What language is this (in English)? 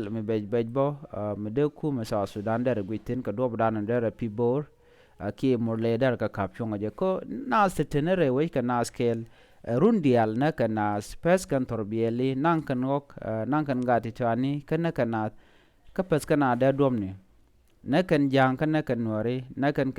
Nuer